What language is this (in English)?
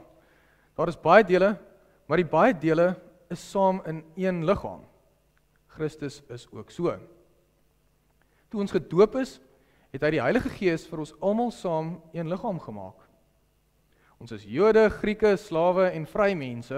Afrikaans